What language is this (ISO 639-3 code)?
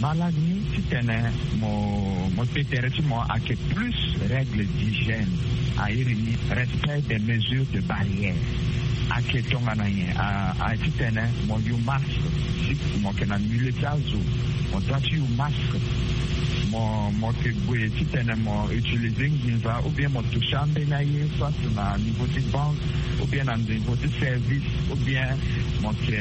sag